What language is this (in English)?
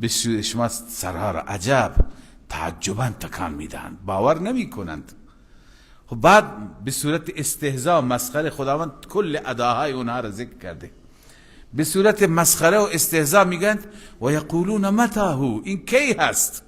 Persian